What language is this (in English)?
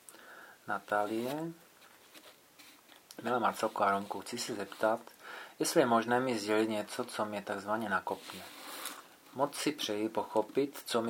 Czech